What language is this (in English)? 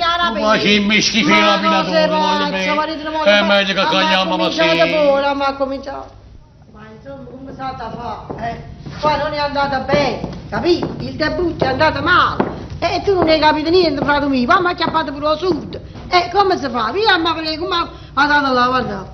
Neapolitan